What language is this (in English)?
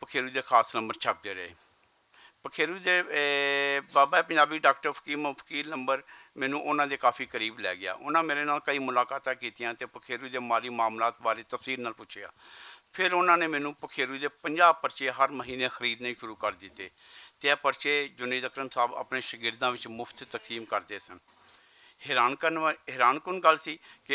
Western Panjabi